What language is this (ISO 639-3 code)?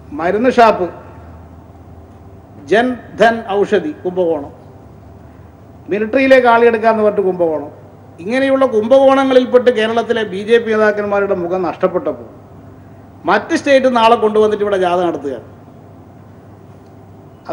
mal